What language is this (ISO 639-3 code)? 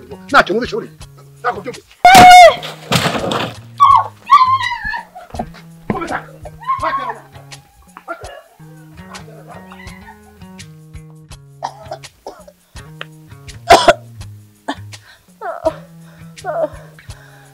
kin